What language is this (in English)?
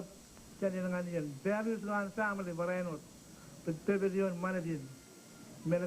Marshallese